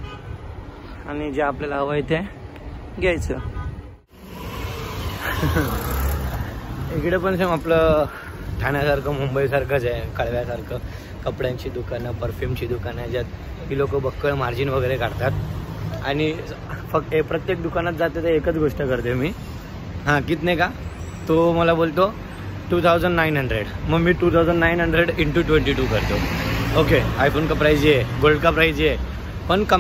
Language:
Marathi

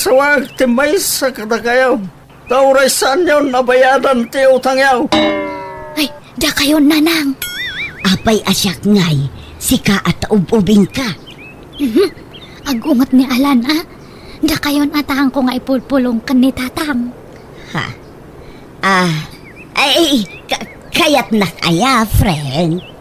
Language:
Iloko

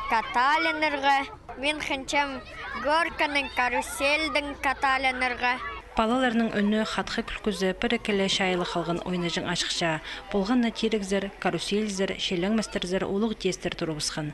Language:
Khakas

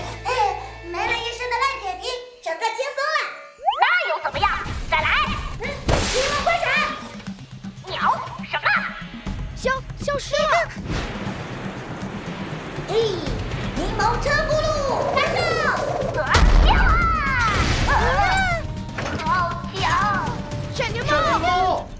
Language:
Chinese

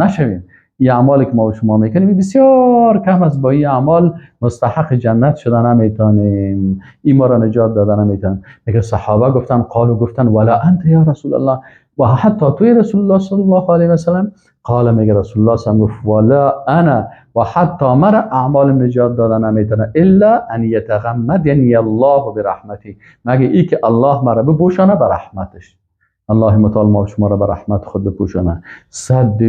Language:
Persian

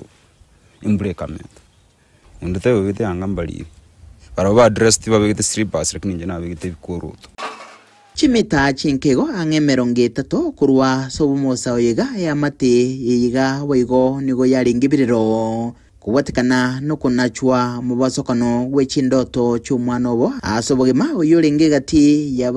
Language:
Gusii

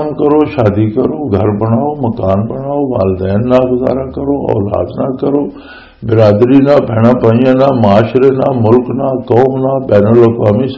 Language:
Western Panjabi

